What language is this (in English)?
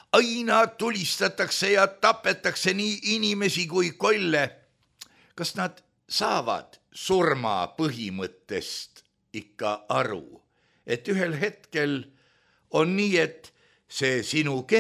Estonian